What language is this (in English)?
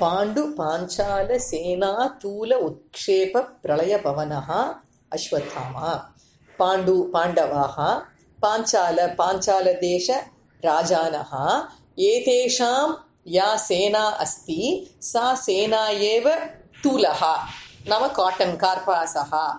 Sanskrit